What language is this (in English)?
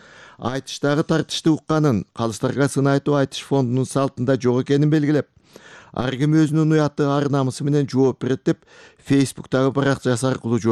Kyrgyz